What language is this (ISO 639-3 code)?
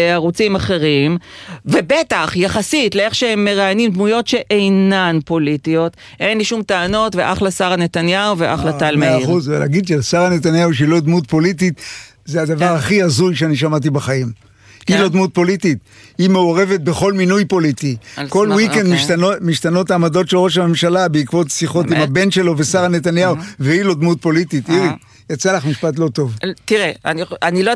heb